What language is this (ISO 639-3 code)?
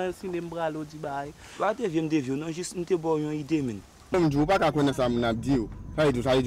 hat